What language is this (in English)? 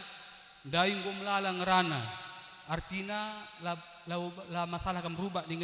Batak Karo